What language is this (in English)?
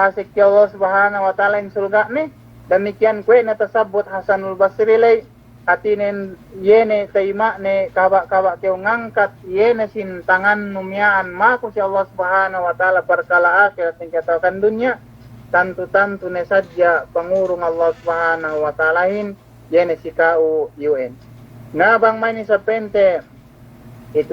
Yakan